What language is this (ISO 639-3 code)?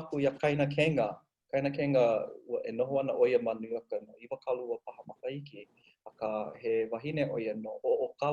haw